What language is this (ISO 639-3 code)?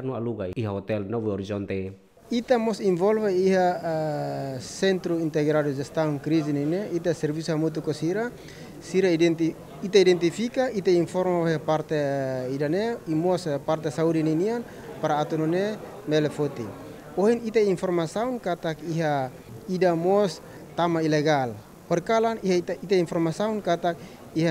tet